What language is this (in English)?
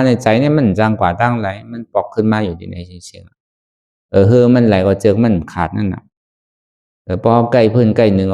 Shan